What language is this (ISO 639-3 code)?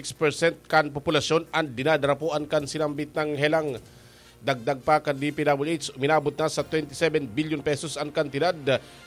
bik